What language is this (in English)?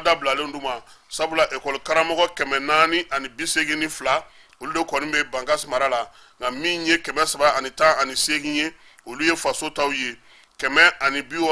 Bambara